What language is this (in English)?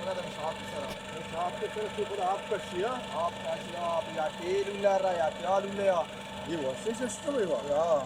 Eastern Balochi